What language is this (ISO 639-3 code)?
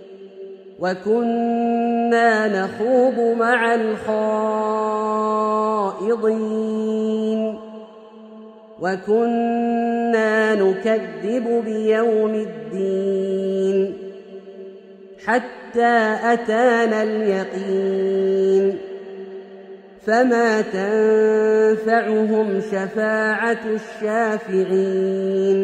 ara